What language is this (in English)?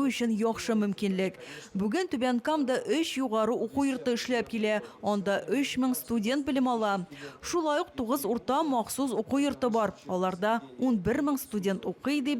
Tatar